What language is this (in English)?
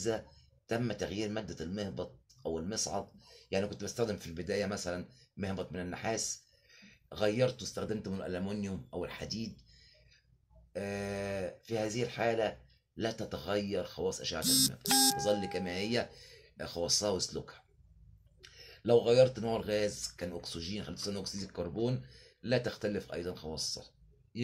Egyptian Arabic